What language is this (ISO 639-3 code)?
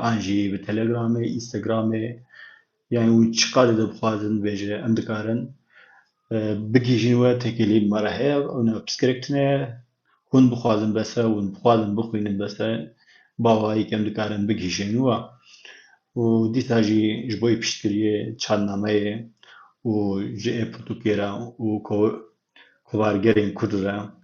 kur